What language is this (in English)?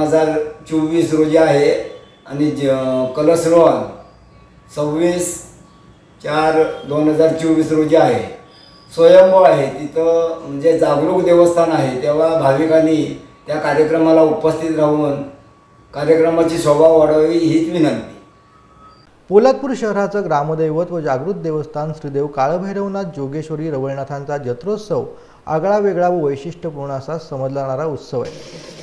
Marathi